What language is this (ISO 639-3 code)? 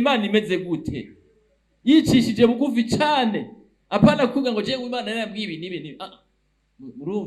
run